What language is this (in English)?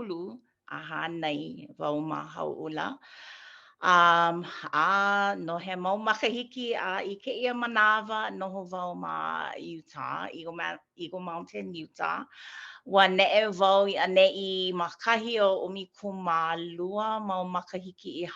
Hawaiian